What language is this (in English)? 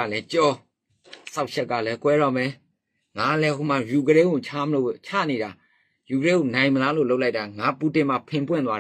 Burmese